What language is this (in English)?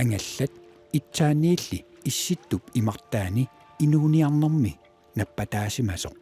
Kalaallisut